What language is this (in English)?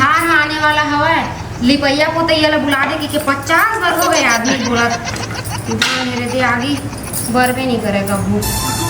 Chhattisgarhi